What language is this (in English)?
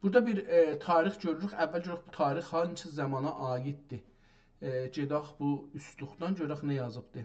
South Azerbaijani